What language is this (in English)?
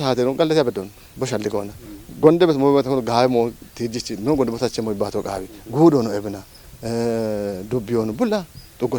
Kafa